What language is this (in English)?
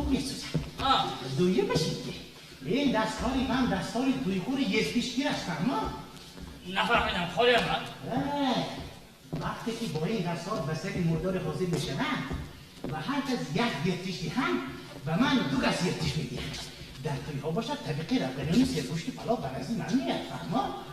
Tajik